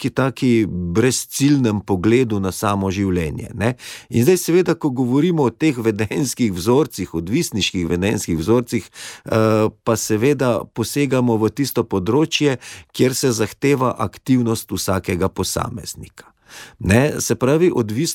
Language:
Slovenian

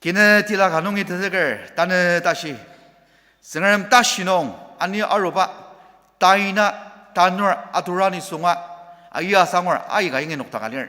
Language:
Ao Naga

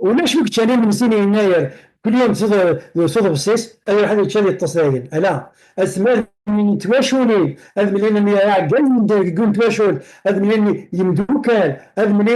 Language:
Kabyle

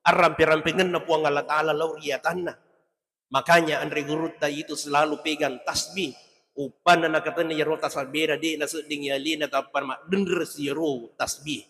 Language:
Buginese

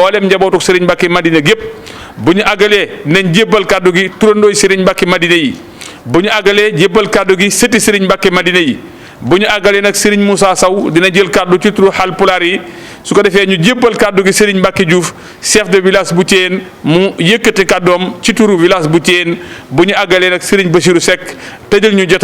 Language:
Wolof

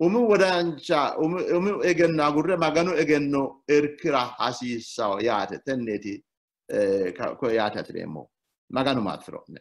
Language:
Sidamo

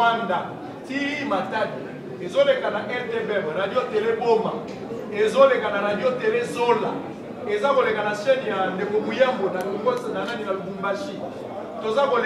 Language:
Lingala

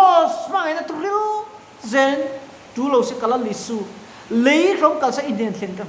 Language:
Mizo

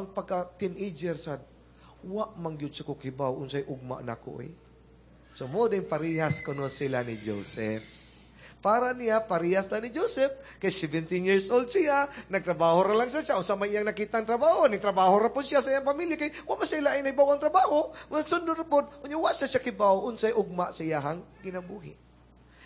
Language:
Cebuano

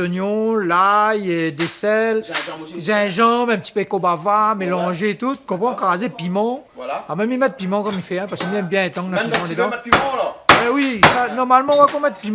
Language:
Réunion Creole French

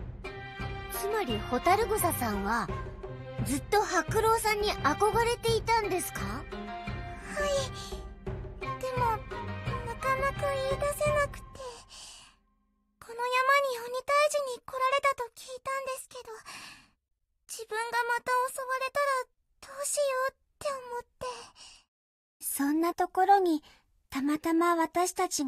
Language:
Japanese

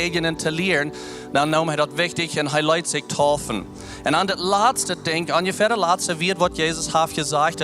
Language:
Plautdietsch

